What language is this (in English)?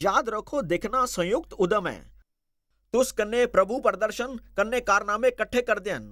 Dogri